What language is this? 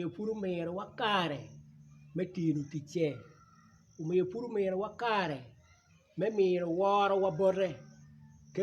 Acoli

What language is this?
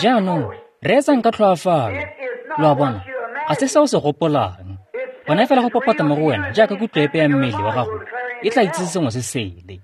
Tswana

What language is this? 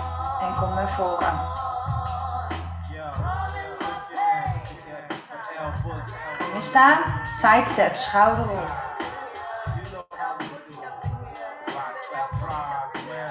Dutch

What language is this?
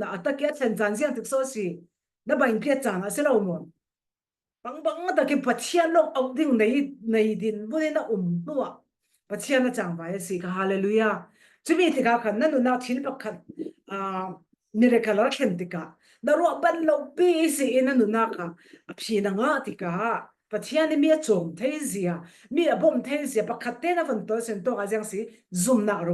Falam Chin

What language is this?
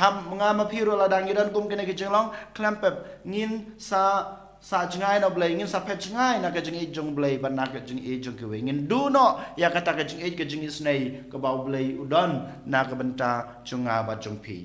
Khasi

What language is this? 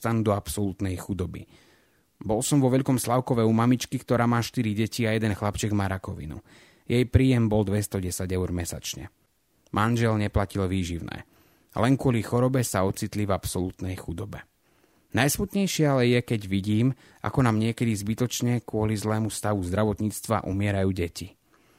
Slovak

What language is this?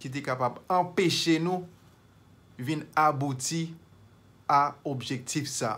Haitian Creole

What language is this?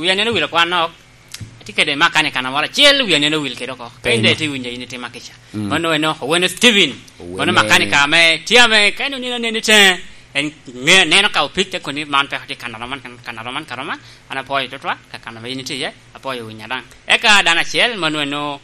Lango (Uganda)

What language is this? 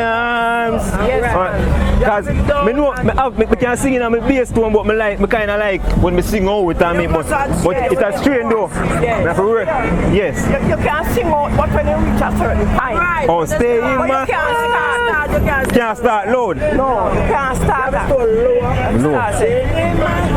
Jamaican Creole English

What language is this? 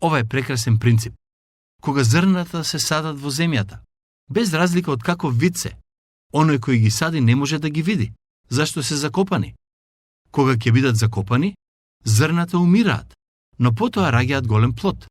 Macedonian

